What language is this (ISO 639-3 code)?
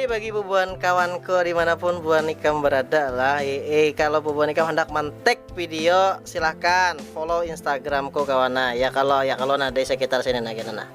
bjn